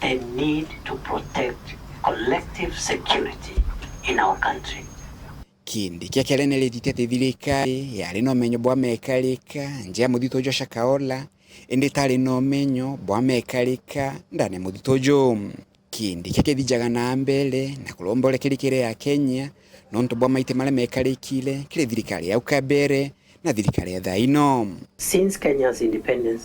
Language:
Meru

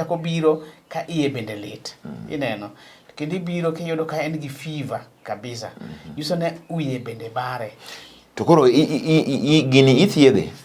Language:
Luo (Kenya and Tanzania)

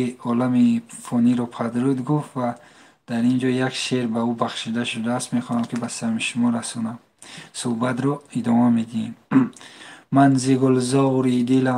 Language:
Tajik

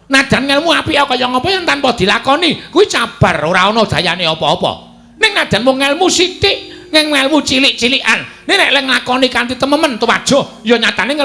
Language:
Javanese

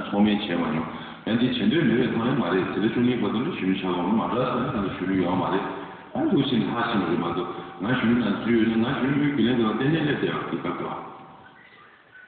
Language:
Tibetan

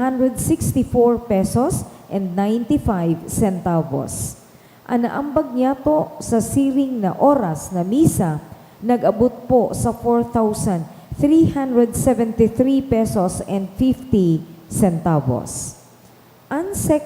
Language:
Bikol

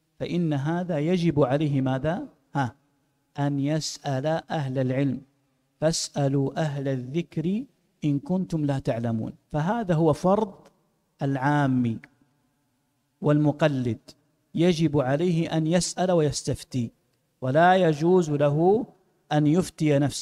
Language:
Arabic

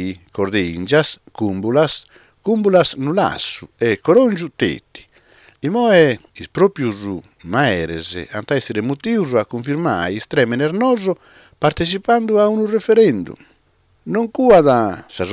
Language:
Sardinian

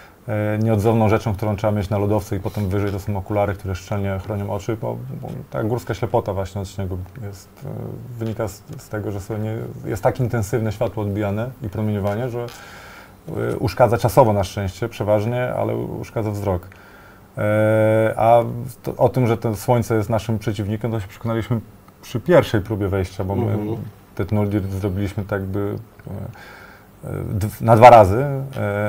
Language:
Polish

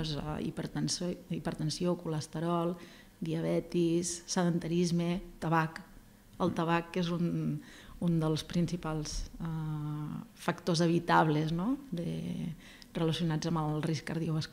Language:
Catalan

